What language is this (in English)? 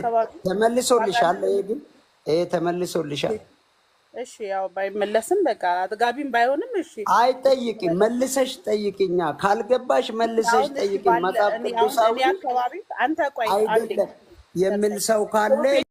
Amharic